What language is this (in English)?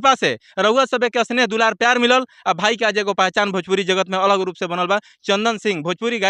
Bhojpuri